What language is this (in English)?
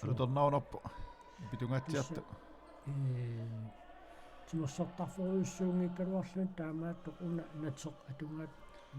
Kalaallisut